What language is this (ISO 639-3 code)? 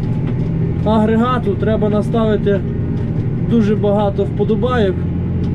ukr